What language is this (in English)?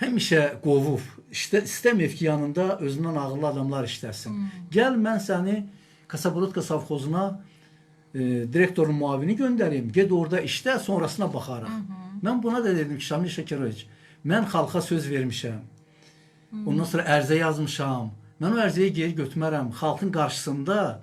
Azerbaijani